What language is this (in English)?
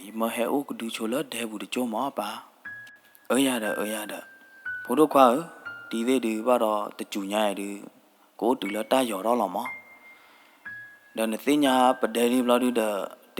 S'gaw Karen